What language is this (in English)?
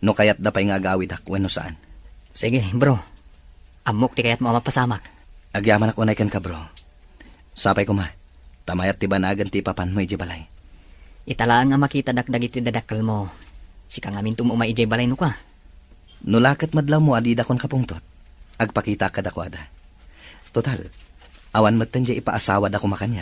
Iloko